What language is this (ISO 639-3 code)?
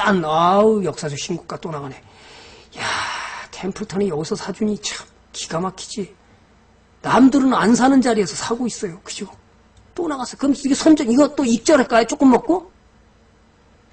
kor